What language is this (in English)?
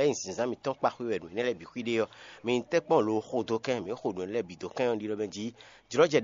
Fon